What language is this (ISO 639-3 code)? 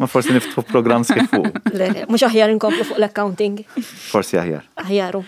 mlt